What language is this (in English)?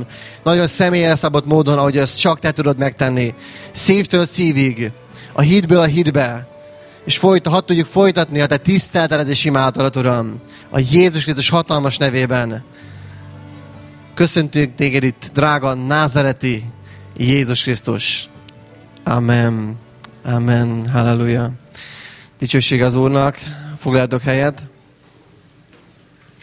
Hungarian